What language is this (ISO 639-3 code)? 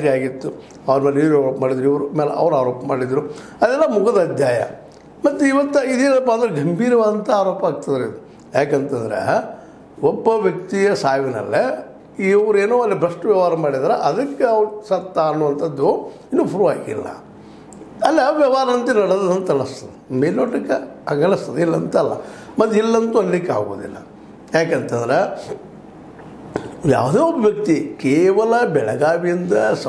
kan